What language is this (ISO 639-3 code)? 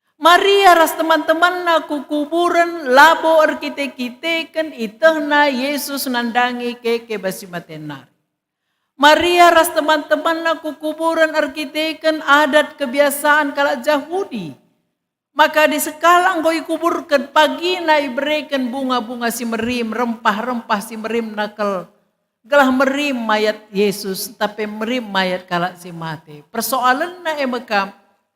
btx